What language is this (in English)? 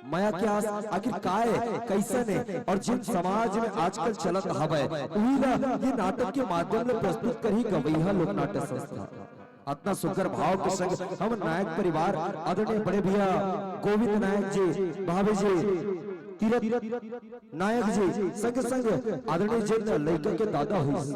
Chhattisgarhi